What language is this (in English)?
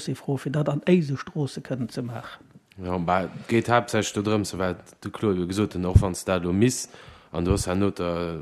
Luxembourgish